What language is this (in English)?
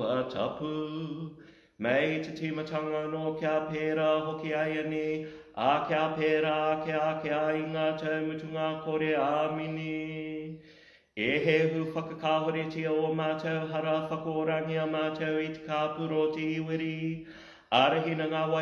Māori